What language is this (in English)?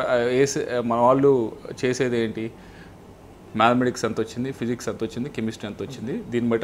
Telugu